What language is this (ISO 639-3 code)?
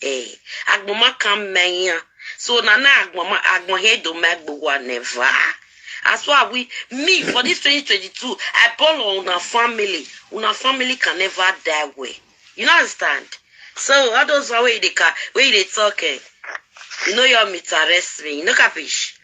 pcm